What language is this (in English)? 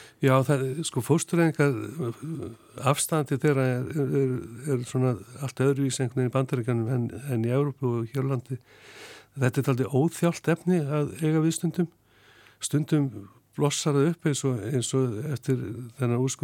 Icelandic